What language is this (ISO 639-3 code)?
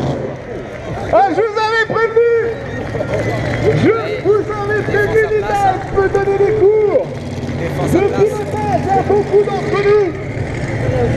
fra